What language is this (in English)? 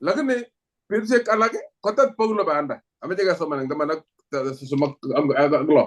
Kalenjin